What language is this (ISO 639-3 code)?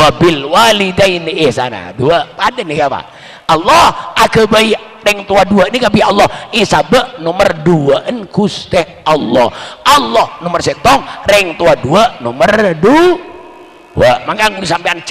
mad